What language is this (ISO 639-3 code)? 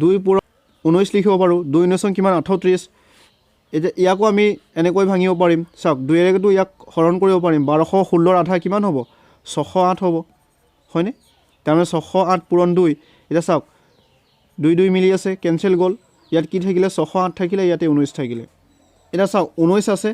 asm